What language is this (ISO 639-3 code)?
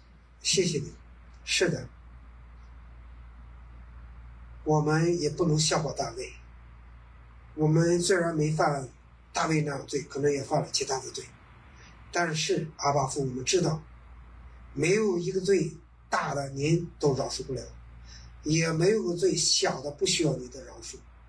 zho